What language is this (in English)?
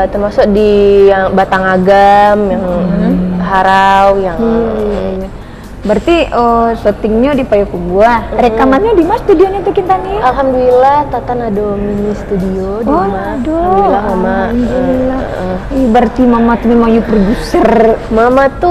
Minangkabau